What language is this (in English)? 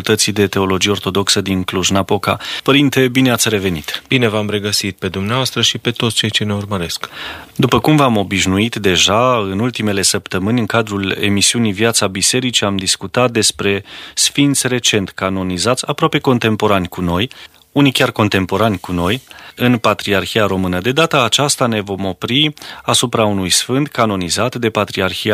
Romanian